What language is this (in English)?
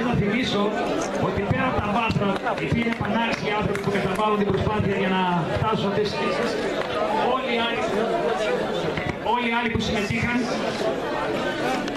Greek